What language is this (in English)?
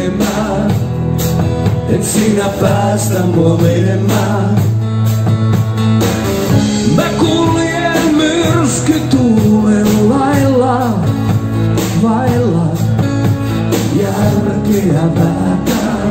Finnish